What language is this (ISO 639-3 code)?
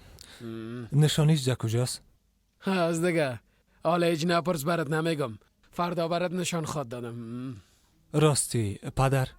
fas